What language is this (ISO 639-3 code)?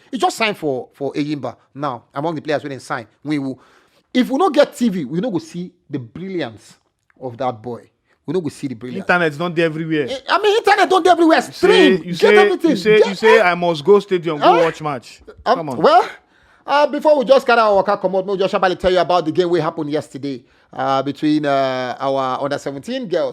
pcm